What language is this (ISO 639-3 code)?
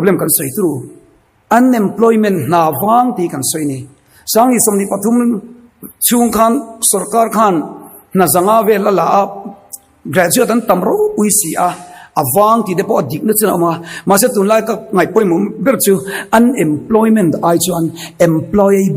lus